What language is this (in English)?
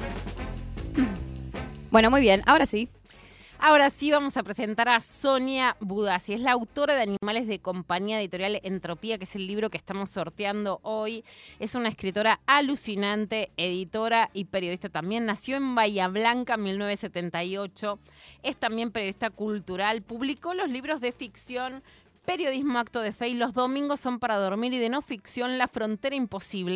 Spanish